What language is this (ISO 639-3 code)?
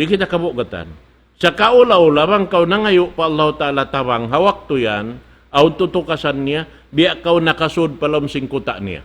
tsg